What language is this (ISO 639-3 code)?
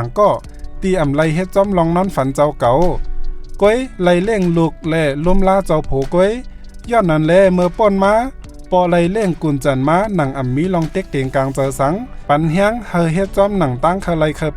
shn